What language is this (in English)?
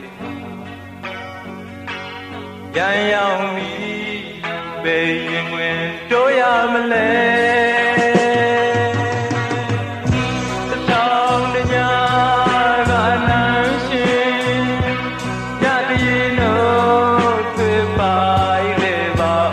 Burmese